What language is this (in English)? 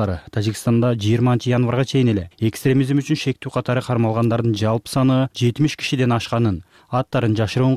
Kyrgyz